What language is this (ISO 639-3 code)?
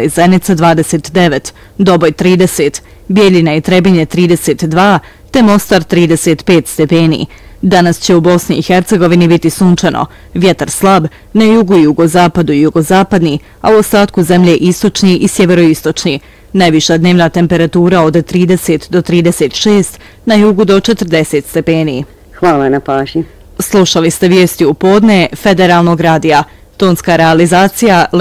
bos